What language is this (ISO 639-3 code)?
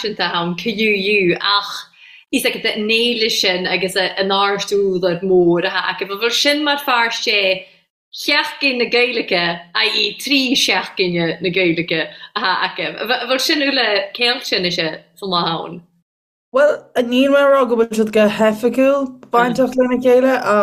gle